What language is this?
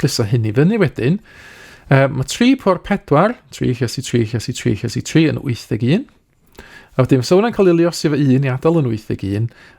Welsh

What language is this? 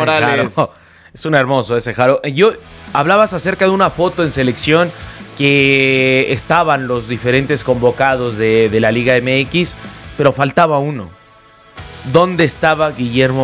Spanish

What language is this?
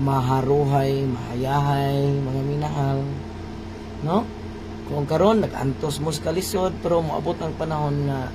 Cebuano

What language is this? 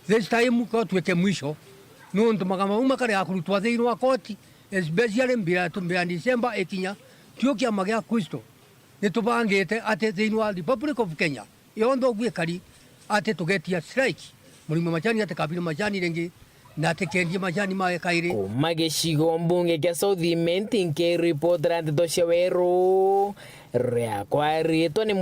Meru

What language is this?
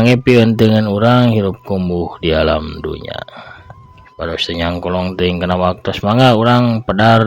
Sundanese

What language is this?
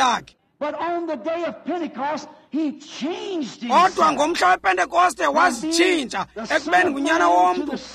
Xhosa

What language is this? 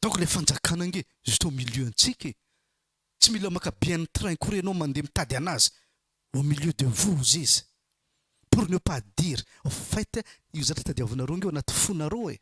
Malagasy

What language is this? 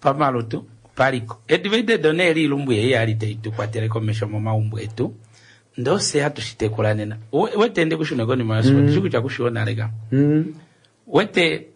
Kuanyama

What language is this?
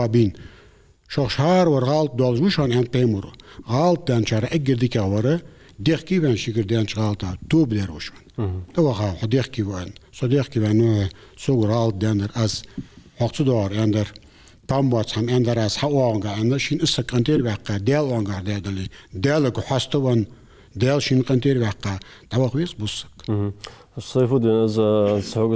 Ingush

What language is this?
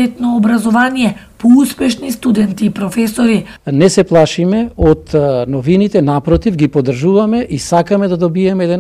Macedonian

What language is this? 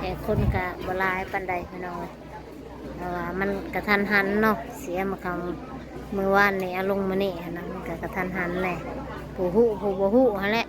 Northeastern Thai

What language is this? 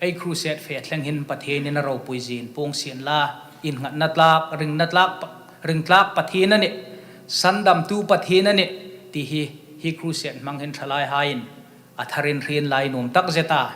Hmar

